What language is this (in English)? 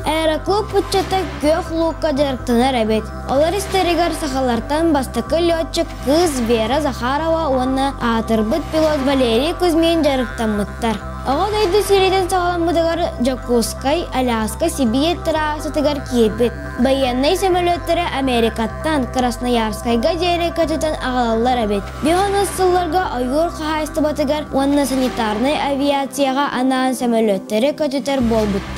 Yakut